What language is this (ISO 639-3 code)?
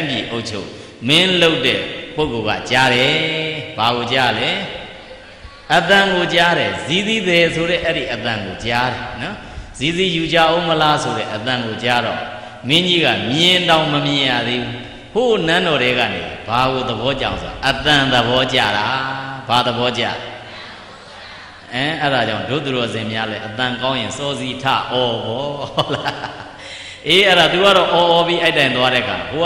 mya